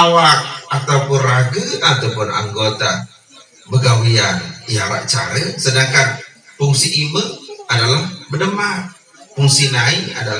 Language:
Sasak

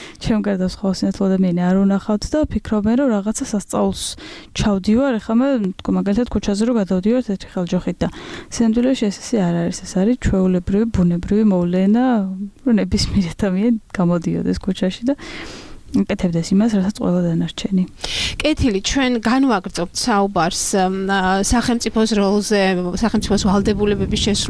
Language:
Georgian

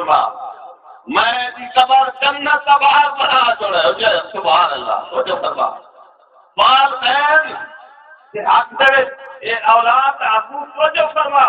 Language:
Saraiki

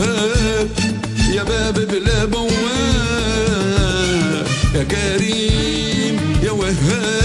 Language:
Moroccan Arabic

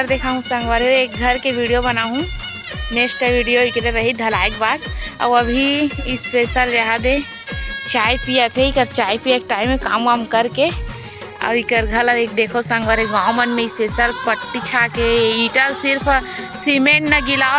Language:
Chhattisgarhi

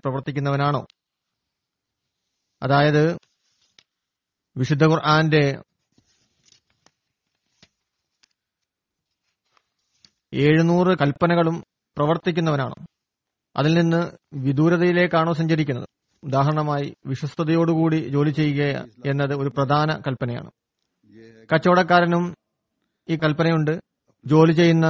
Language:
Malayalam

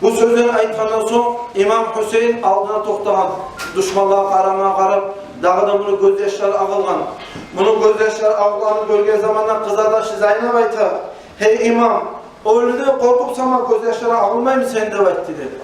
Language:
Kumyk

